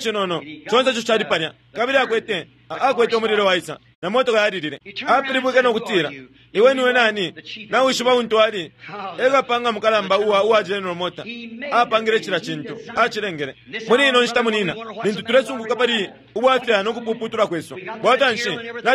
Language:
Bemba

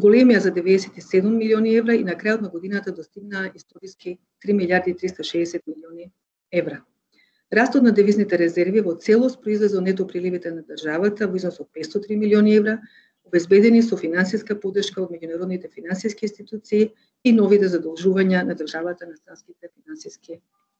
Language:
Macedonian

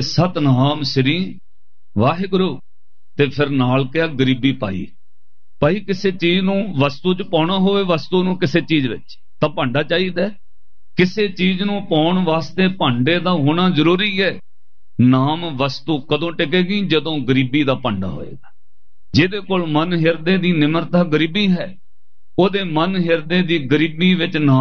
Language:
Punjabi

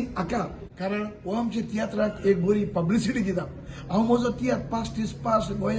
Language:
Konkani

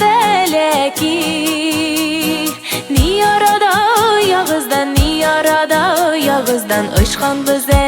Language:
Bashkir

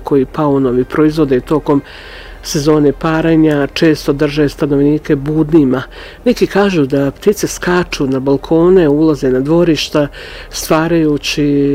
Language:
Croatian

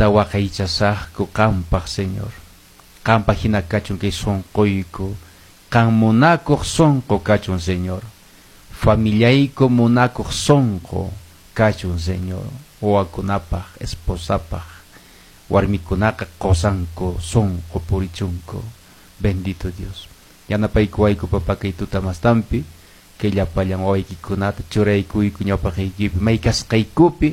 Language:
Quechua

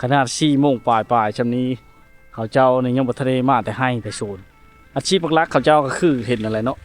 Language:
Lao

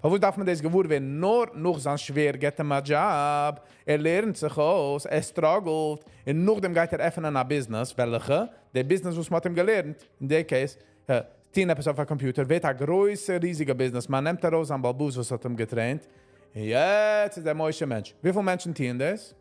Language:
Yiddish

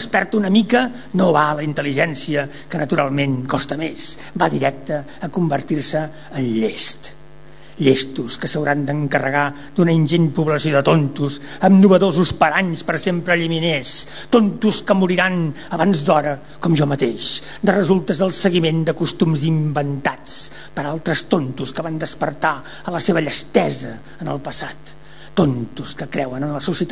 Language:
Catalan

